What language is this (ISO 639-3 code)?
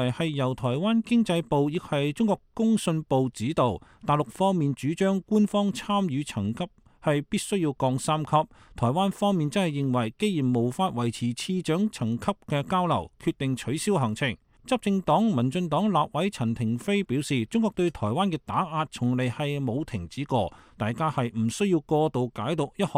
yue